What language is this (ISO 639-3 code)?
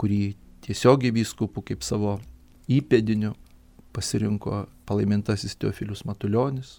lit